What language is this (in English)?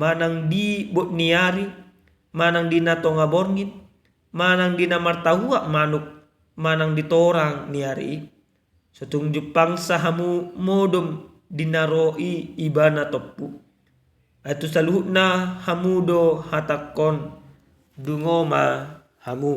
Batak Toba